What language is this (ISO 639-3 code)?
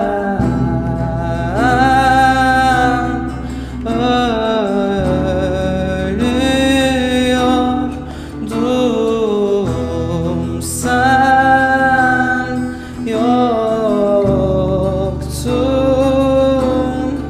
tur